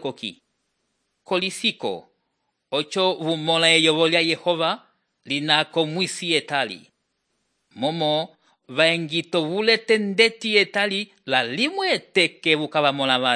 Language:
Umbundu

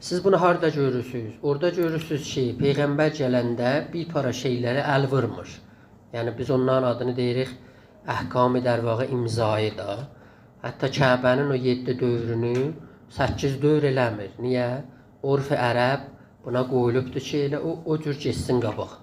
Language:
South Azerbaijani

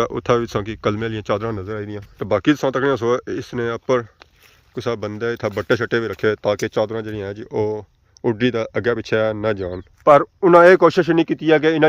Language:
Pahari-Potwari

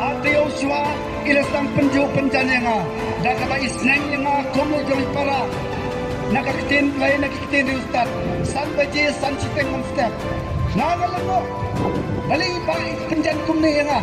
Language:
Khasi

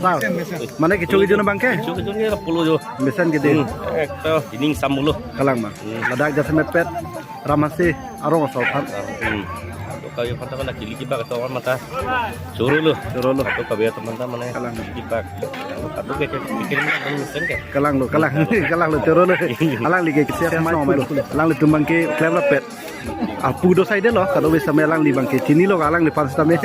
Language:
Karbi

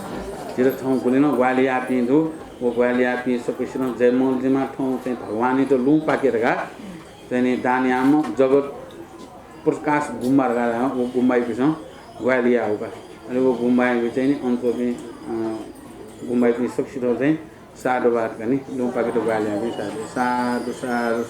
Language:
Newari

